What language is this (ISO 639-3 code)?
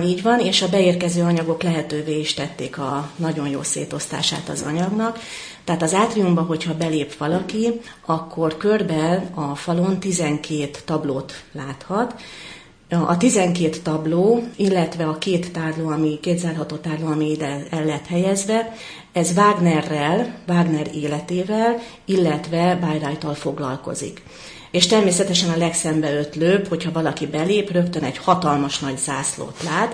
hun